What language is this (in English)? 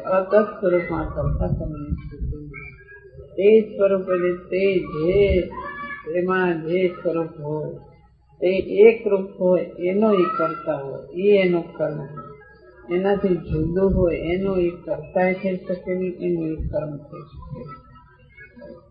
Gujarati